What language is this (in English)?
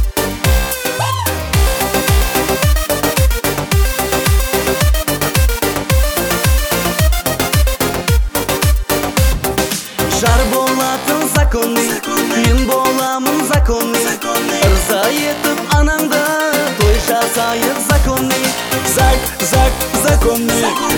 Kazakh